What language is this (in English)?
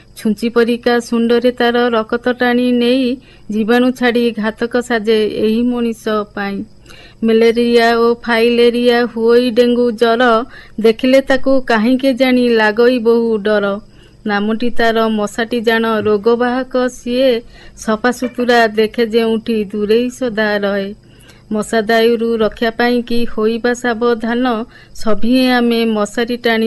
Odia